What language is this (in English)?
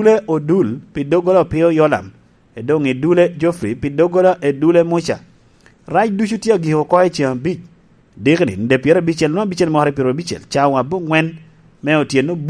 Lango (Uganda)